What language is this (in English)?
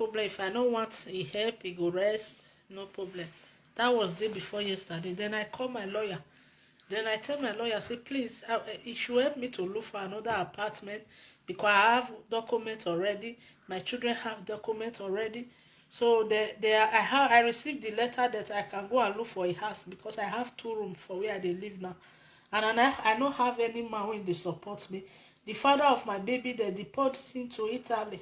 Nigerian Pidgin